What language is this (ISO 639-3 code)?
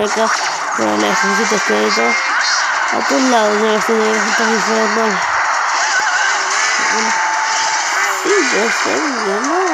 spa